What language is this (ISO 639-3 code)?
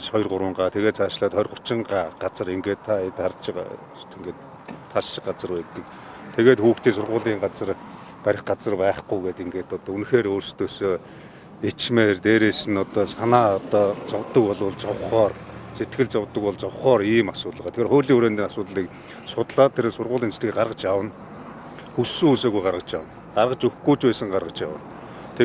mon